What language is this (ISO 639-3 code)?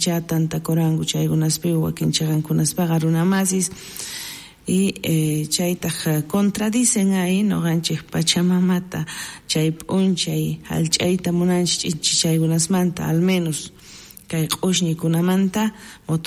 quh